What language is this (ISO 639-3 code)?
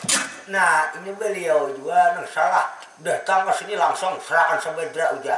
bjn